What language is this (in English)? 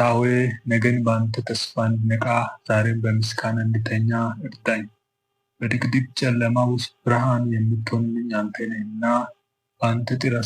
Amharic